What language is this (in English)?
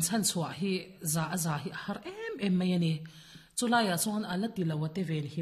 Mizo